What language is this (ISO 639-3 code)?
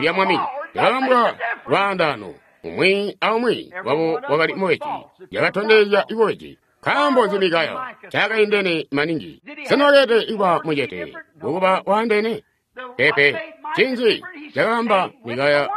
toi